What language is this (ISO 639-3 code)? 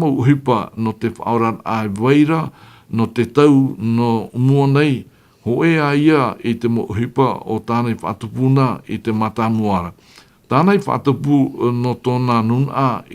tah